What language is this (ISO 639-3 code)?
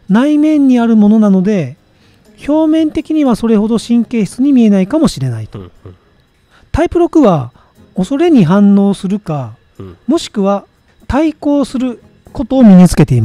jpn